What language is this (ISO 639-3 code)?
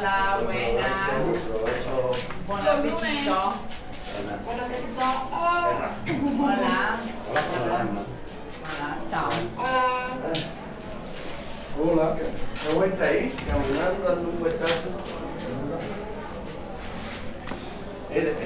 hrv